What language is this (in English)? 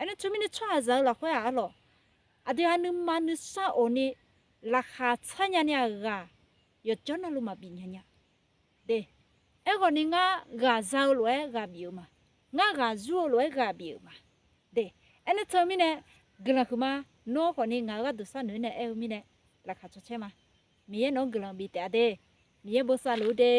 Akha